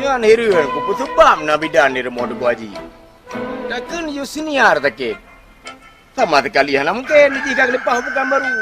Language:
Achinese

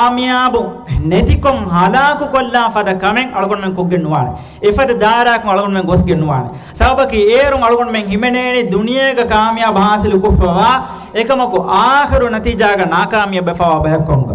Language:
Divehi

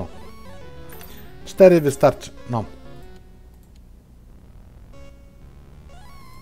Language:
Polish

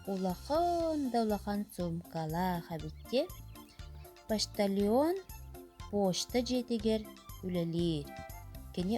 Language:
Yakut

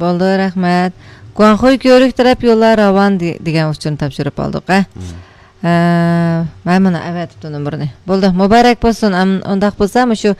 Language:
Uyghur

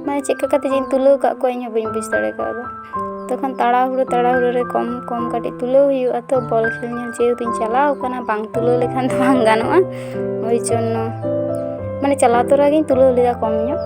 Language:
Santali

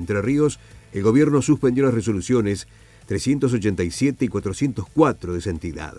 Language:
Spanish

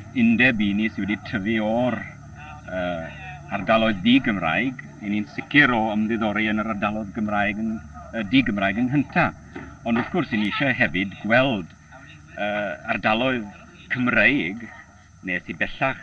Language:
Welsh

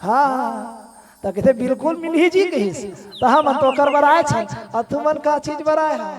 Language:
Chhattisgarhi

